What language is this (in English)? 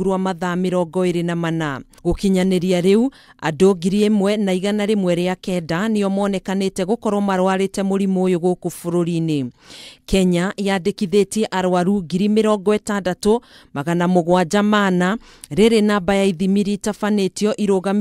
Kikuyu